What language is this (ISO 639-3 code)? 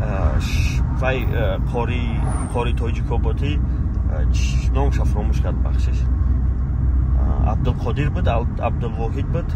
tgk